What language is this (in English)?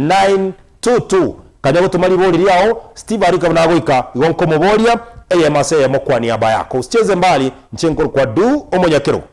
Gusii